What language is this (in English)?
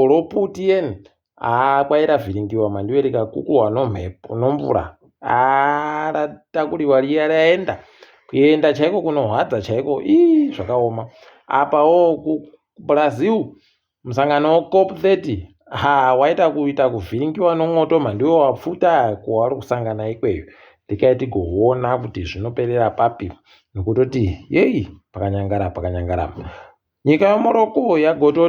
Ndau